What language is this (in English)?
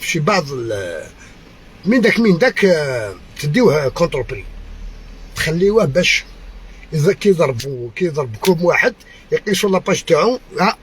Algerian Arabic